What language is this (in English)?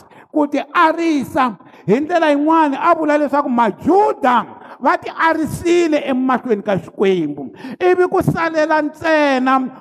Tsonga